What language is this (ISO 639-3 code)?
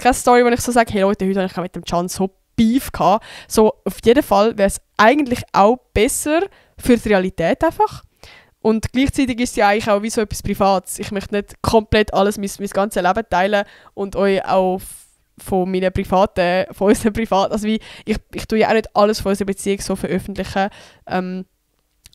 gsw